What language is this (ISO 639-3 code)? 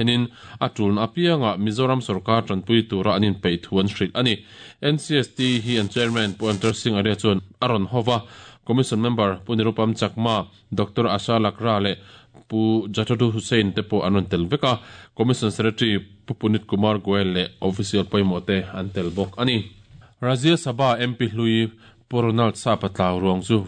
lus